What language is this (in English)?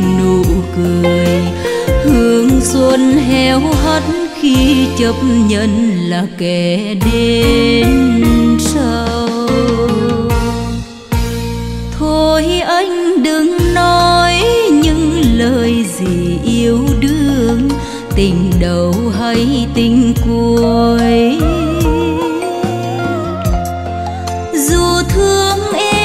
Vietnamese